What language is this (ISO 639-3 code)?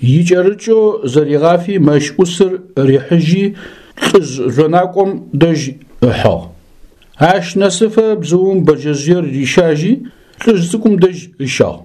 ady